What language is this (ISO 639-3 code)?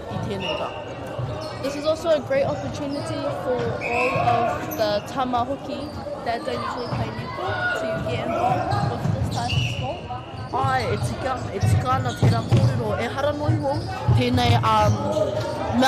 mri